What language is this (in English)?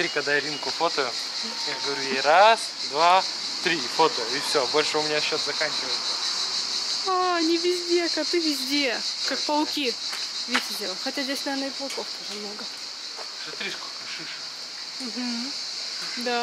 Russian